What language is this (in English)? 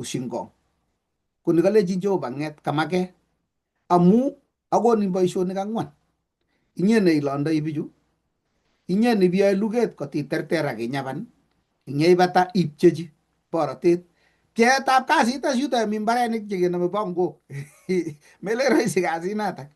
Kalenjin